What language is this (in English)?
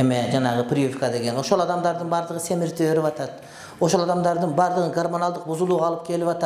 Kyrgyz